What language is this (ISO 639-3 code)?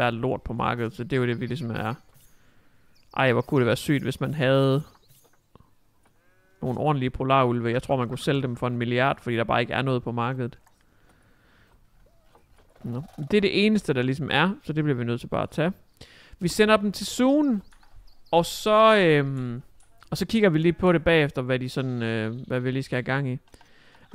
dan